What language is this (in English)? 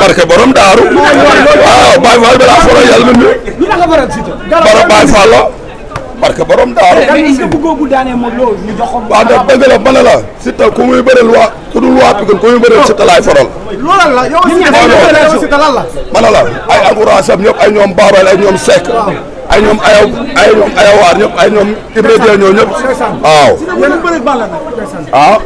Wolof